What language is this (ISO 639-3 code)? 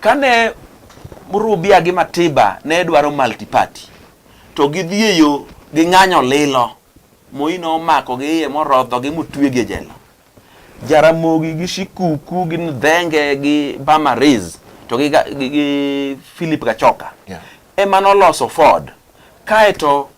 luo